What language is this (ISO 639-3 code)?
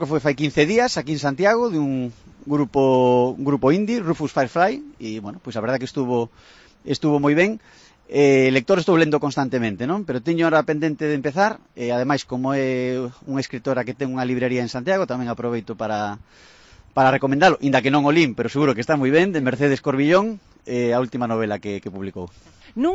glg